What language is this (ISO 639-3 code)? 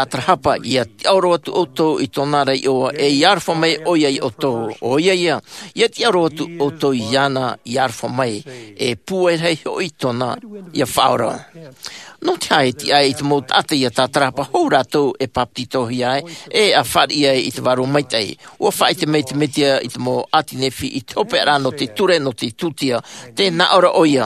tah